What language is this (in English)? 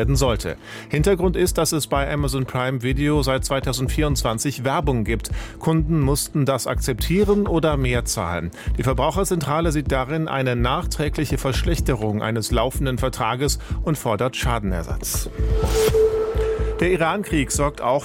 German